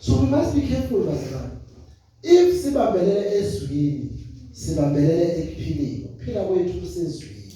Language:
Zulu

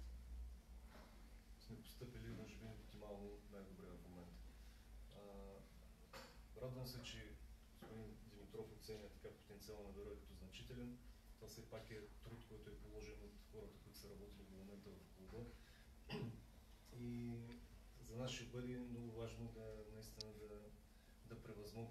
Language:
Bulgarian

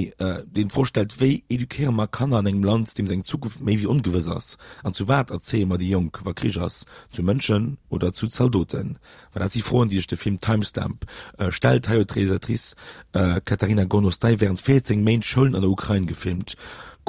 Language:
Luxembourgish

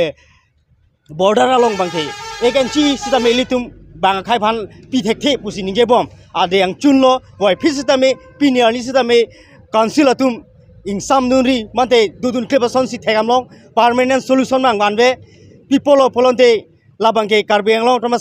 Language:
Karbi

